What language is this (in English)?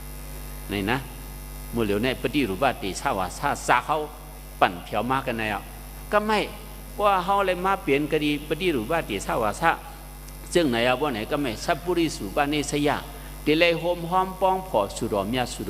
Shan